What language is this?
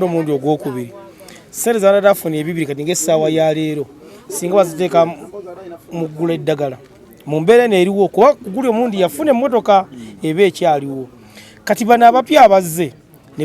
Ganda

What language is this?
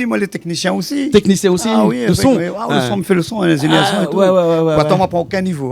Réunion Creole French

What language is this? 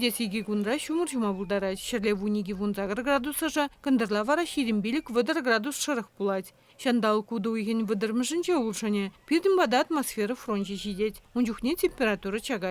Chuvash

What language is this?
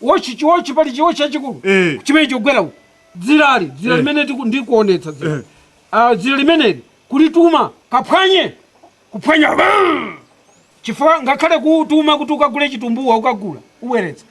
Nyanja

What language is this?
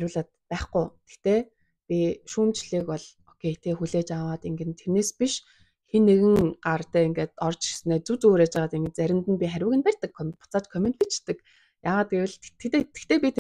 Mongolian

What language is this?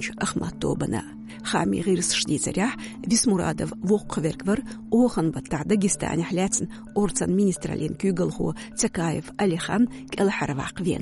Chechen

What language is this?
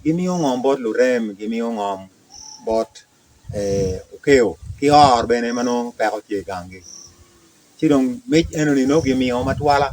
Acoli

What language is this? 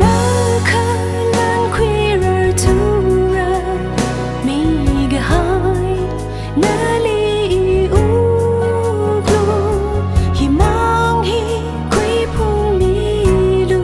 Tangkhul Naga (India)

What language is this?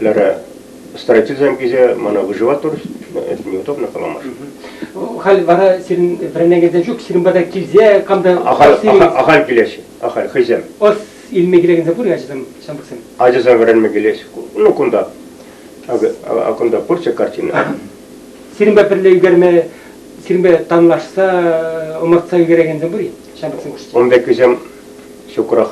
Chuvash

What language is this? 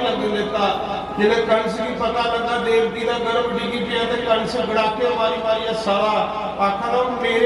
Dogri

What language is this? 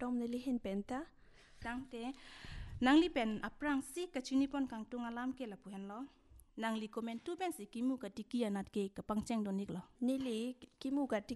Karbi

